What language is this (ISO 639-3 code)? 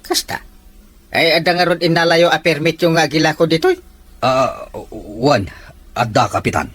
ilo